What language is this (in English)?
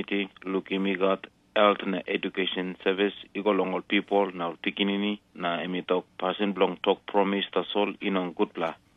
Tok Pisin